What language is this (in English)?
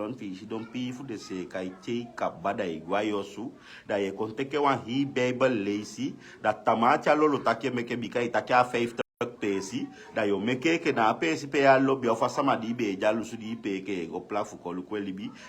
Sranan Tongo